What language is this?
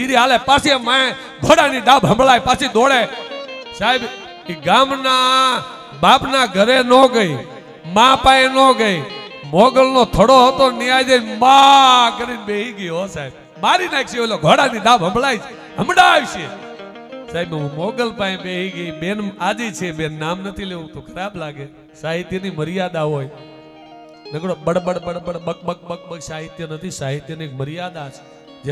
Gujarati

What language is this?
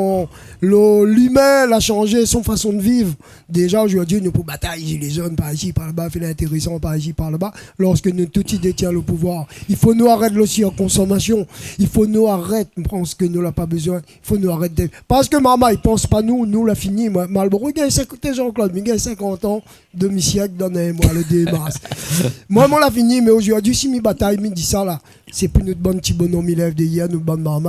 Réunion Creole French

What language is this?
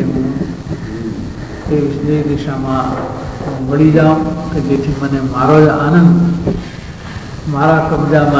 Gujarati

